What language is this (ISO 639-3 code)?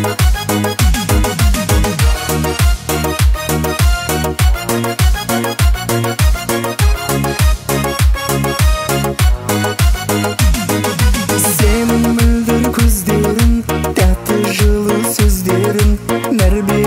kaz